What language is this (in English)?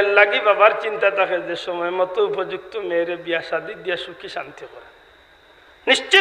Sylheti